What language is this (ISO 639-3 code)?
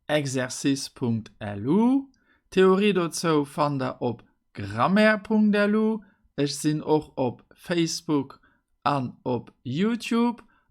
ltz